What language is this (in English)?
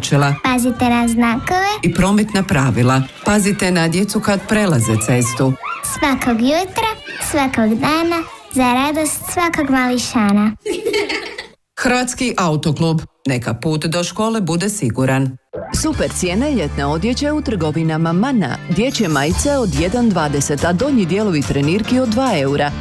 Croatian